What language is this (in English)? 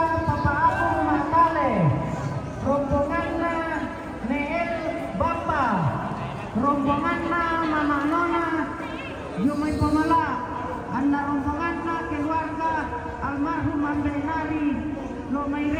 Toraja-Sa'dan